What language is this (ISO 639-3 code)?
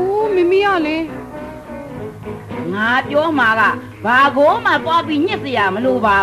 mya